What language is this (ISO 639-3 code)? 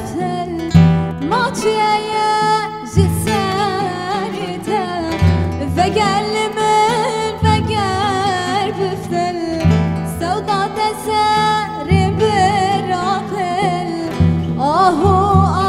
kur